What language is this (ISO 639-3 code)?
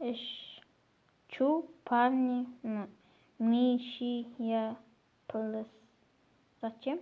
kaz